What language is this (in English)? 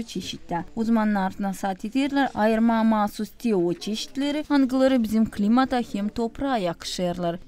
Gagauz